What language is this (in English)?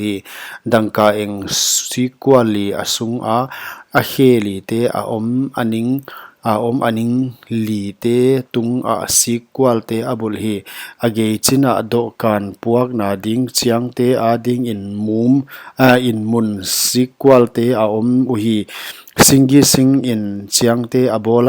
Paite Chin